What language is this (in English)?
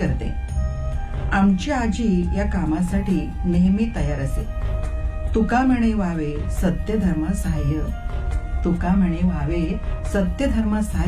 Marathi